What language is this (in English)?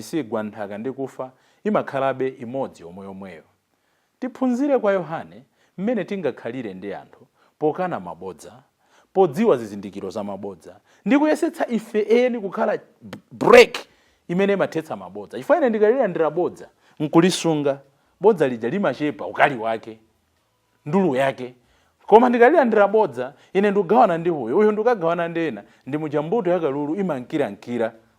Nyanja